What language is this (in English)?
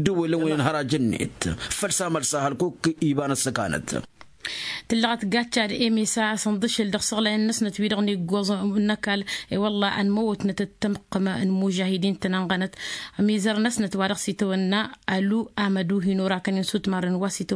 Tamasheq